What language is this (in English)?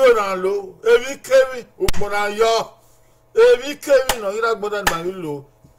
Bini